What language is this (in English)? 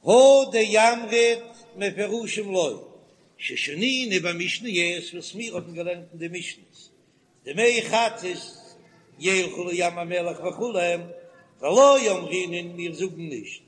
Yiddish